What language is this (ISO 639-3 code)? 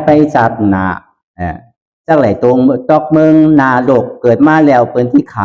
shn